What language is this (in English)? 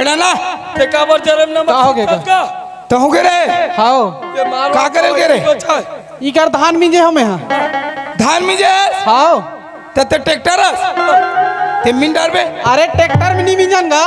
Chhattisgarhi